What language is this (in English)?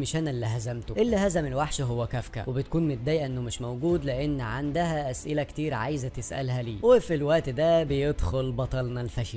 Egyptian Arabic